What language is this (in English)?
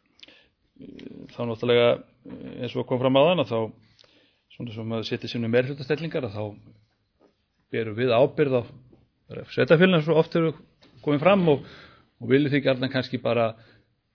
Icelandic